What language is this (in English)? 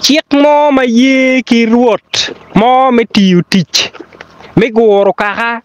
Acoli